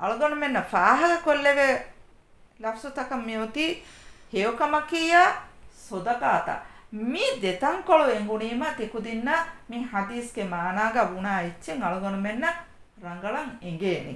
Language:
Divehi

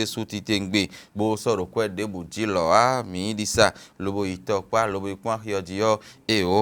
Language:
Fon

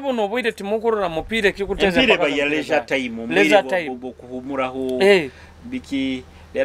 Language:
Nyoro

